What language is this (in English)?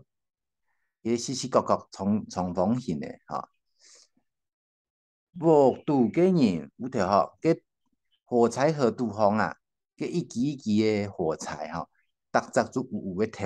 Hakka Chinese